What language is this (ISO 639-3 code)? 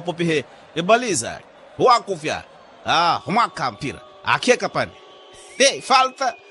vmw